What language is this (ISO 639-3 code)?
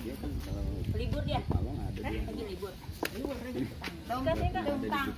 bew